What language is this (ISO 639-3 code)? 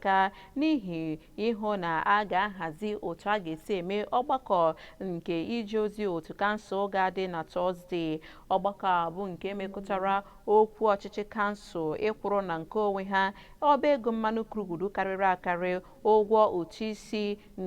ibo